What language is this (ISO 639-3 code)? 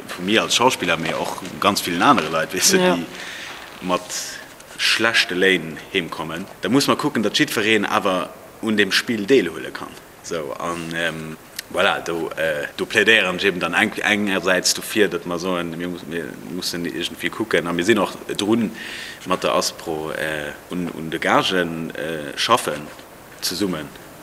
ltz